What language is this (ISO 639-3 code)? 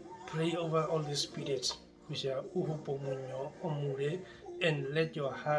her